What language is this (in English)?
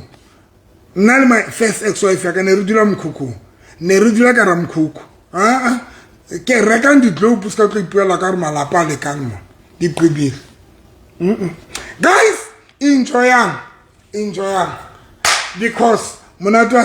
Southern Sotho